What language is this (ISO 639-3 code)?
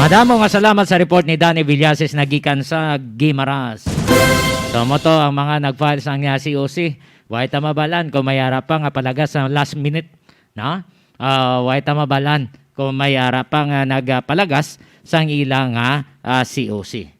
hil